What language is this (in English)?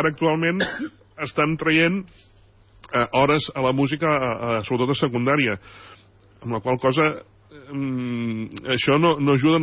Catalan